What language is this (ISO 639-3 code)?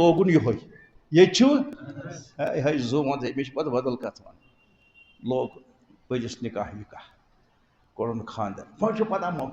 kas